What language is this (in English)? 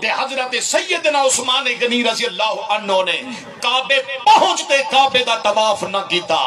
Saraiki